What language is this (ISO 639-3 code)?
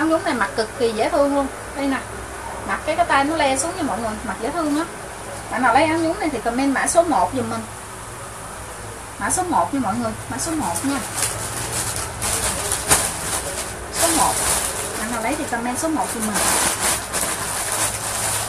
vie